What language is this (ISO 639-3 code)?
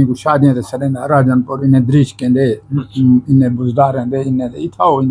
skr